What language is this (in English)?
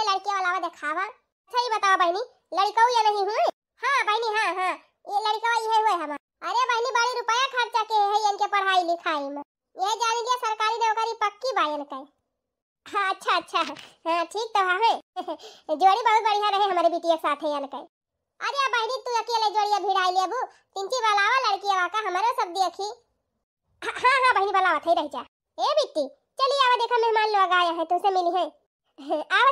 Bhojpuri